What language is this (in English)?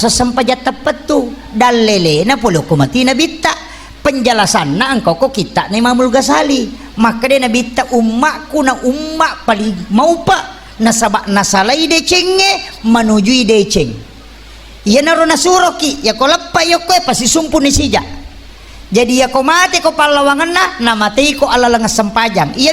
Buginese